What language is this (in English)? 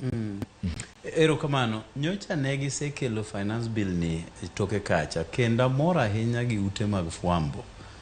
Luo (Kenya and Tanzania)